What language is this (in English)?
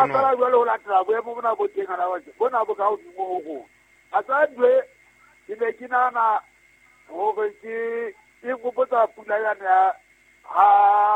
Southern Sotho